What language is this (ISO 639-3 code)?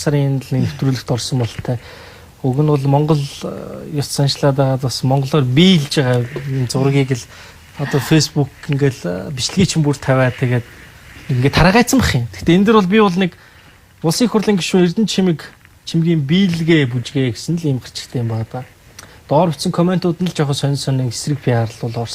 mon